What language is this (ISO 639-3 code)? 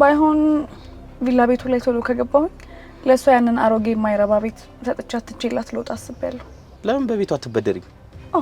amh